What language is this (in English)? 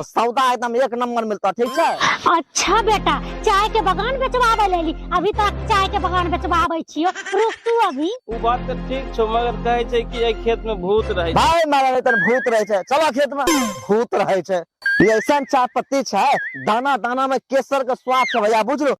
Maithili